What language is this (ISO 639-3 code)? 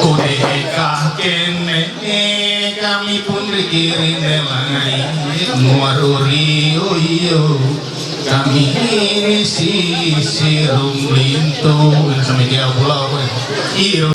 mhy